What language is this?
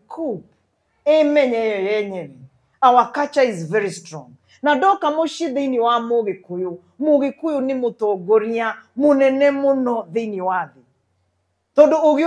Kikuyu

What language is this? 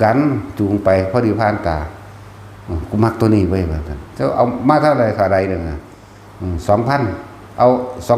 Northeastern Thai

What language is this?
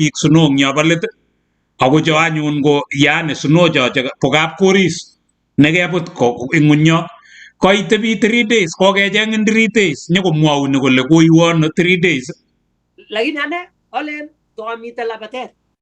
Kalenjin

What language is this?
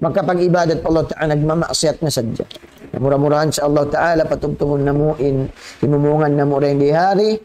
Tausug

